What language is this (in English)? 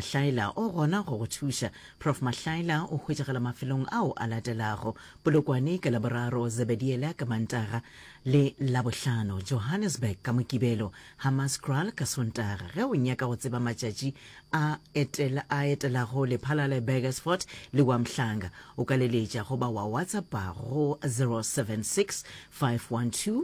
Northern Sotho